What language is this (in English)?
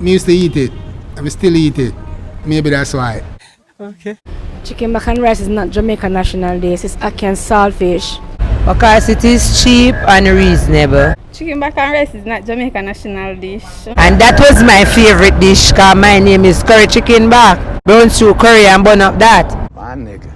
Jamaican Creole English